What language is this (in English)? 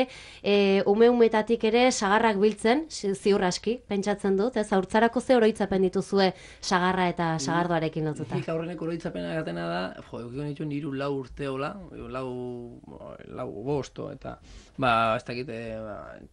Basque